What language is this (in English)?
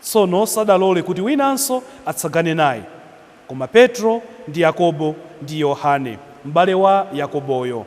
Nyanja